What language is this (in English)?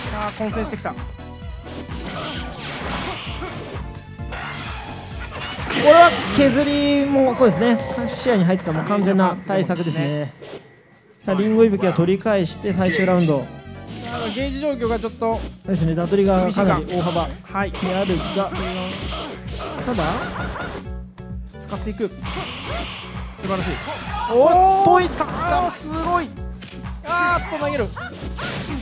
Japanese